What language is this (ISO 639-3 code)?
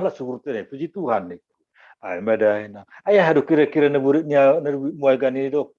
bts